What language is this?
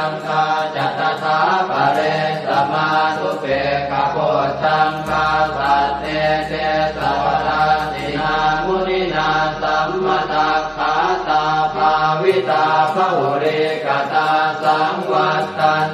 Pali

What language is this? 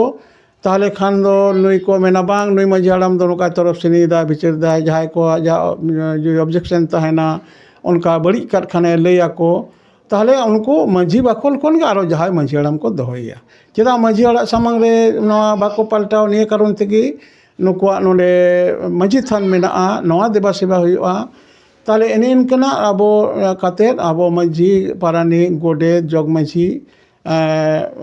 Santali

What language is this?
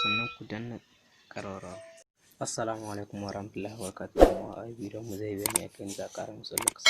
Hausa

